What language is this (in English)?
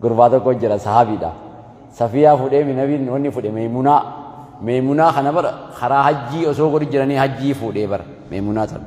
Oromo